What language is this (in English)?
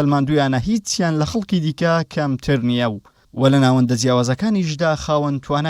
Central Kurdish